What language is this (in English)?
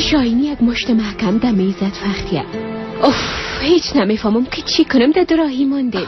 Persian